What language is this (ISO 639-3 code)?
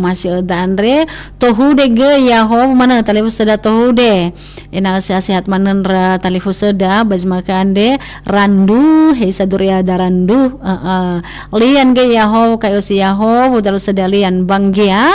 nia